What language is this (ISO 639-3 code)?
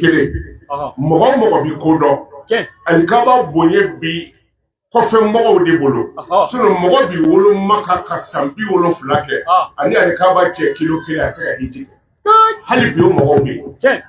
bam